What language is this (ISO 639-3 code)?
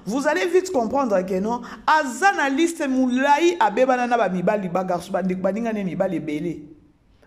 lin